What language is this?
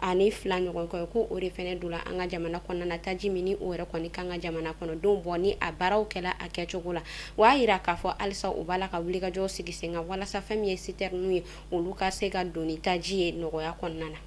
Bambara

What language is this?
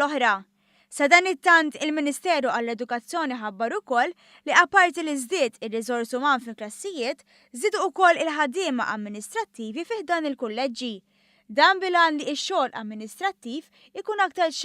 Maltese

